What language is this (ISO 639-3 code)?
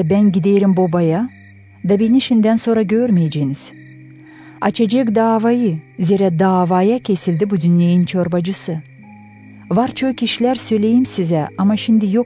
gag